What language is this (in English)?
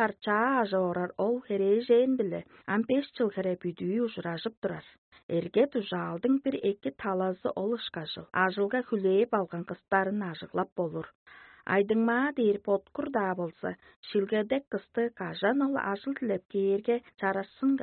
Tuvinian